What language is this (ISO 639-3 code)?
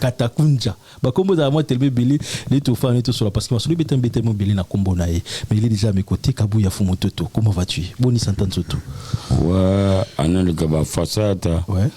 lin